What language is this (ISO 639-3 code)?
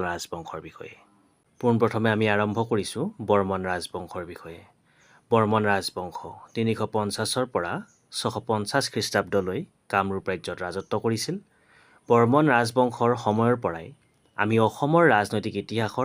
asm